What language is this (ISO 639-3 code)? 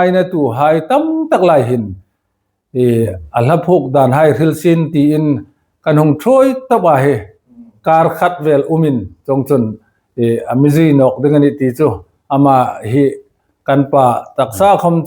hmr